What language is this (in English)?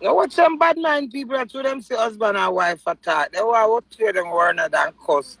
Jamaican Creole English